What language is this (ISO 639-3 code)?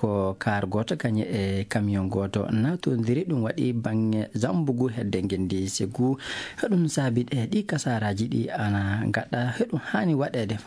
ful